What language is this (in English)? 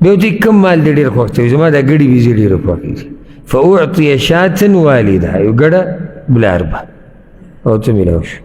Pashto